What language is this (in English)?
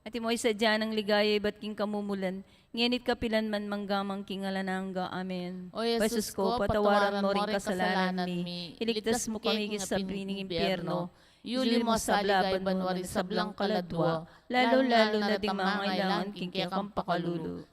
Pampanga